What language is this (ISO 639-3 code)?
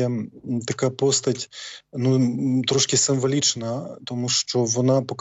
ukr